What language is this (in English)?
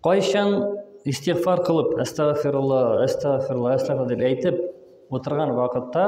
Tatar